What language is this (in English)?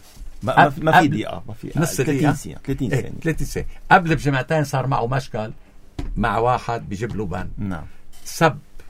North Levantine Arabic